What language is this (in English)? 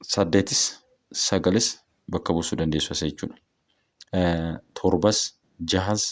Oromo